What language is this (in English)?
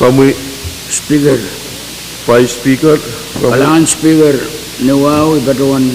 Pohnpeian